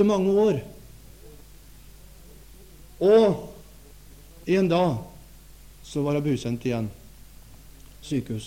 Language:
Norwegian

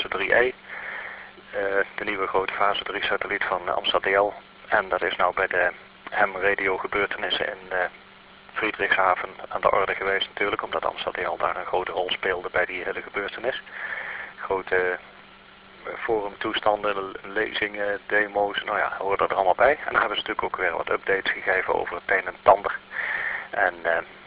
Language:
Dutch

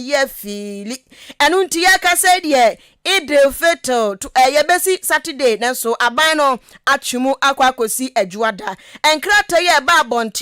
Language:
Akan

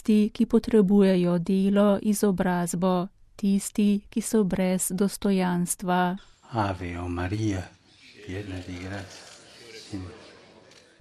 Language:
Slovenian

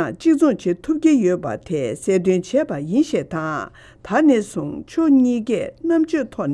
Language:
Tibetan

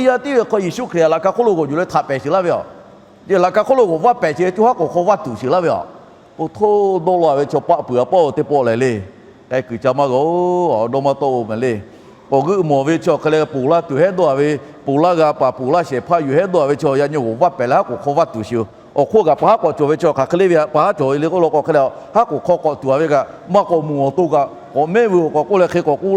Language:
Lahu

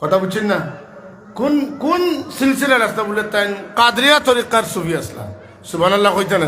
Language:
Sylheti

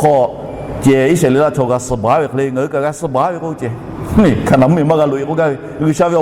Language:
Lahu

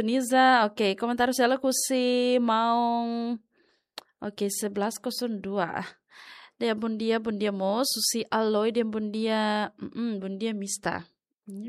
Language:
Tetum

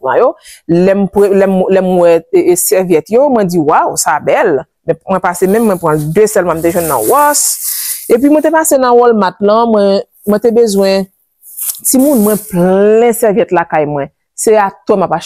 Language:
Haitian Creole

